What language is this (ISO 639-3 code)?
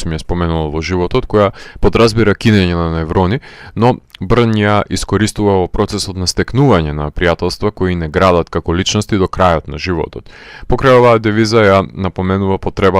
mkd